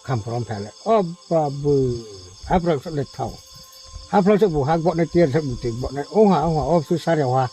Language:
Riang (India)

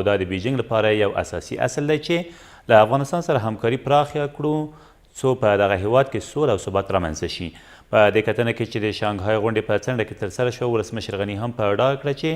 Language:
Pashto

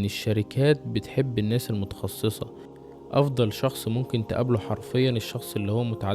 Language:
Egyptian Arabic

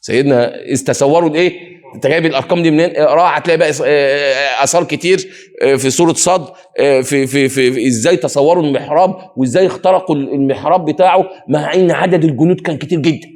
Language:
Egyptian Arabic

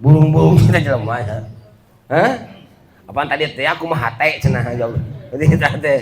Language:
Sundanese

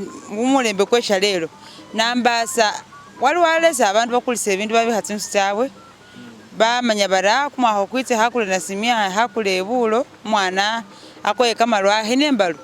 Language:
Masaaba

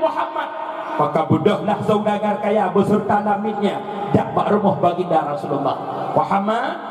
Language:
Achinese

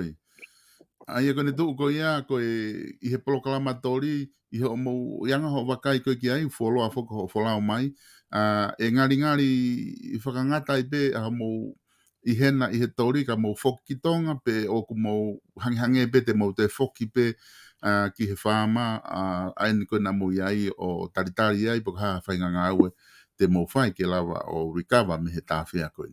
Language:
Tongan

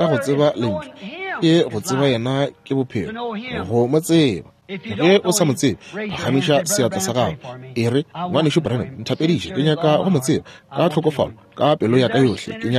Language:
Northern Sotho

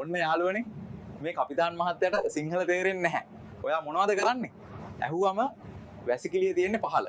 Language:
Sinhala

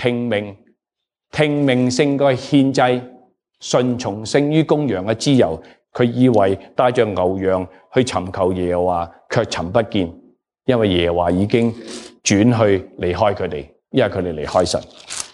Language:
Cantonese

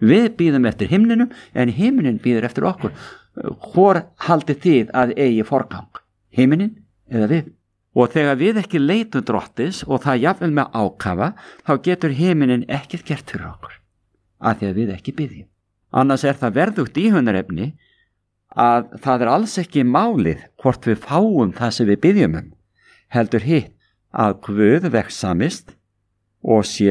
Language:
Icelandic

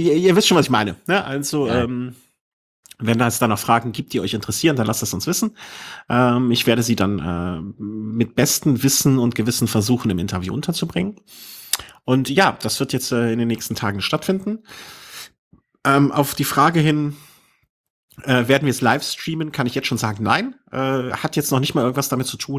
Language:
German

